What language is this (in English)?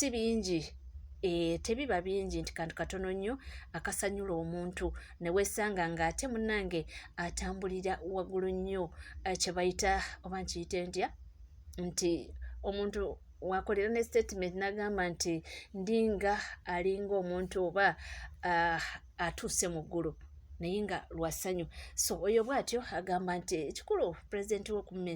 Ganda